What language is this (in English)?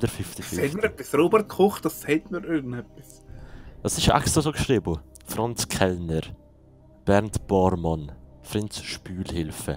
Swiss German